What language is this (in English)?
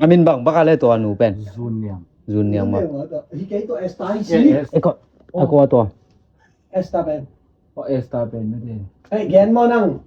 Tedim Chin